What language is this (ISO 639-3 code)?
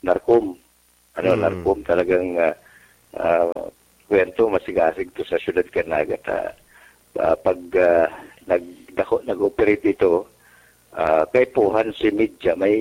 bik